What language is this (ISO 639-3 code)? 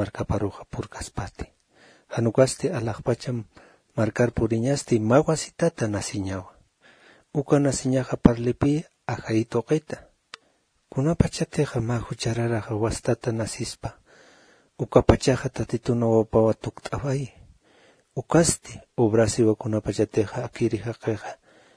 aym